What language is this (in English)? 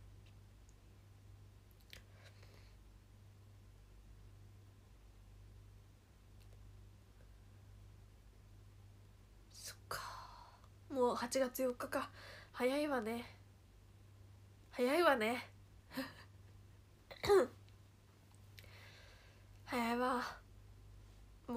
Japanese